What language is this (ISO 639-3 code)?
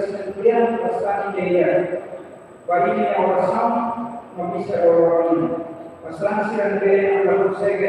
tet